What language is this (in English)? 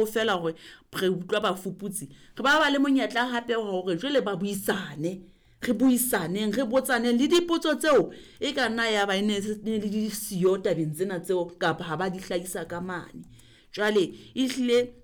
Southern Sotho